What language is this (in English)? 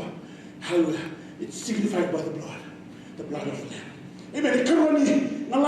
Fijian